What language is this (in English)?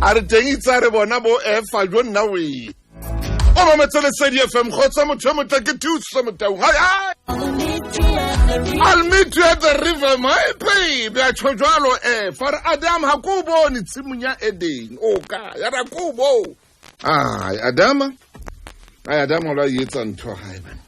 Southern Sotho